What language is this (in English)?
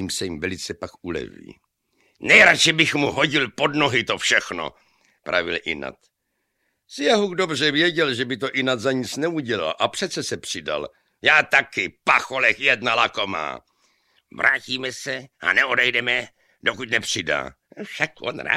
Czech